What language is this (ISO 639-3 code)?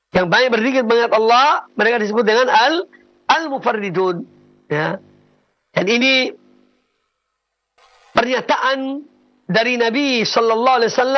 ind